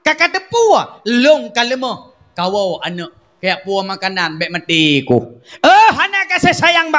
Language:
Achinese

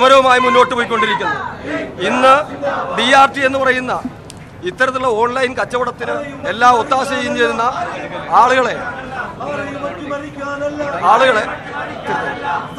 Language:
Malayalam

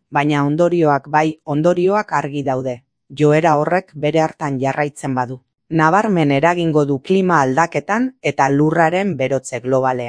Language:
Basque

